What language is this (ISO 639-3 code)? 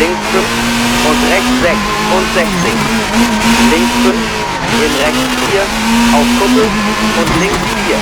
bar